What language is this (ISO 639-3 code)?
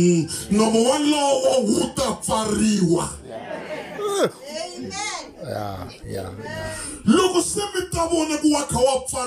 tso